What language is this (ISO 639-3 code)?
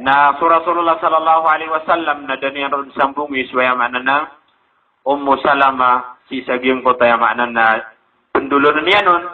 mrw